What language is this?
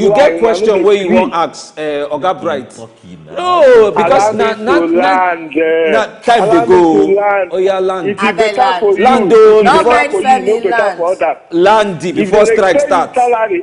Nigerian Pidgin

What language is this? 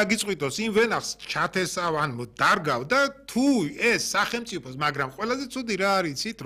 Georgian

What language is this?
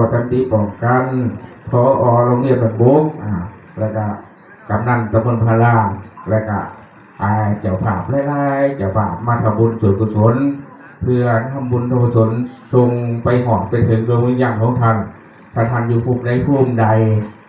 Northeastern Thai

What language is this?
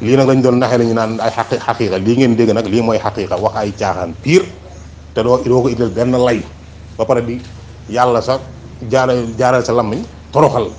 Wolof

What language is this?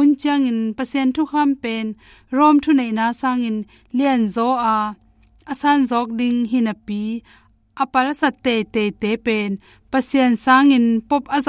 Tedim Chin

